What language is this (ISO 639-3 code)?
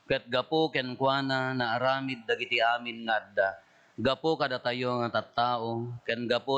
ilo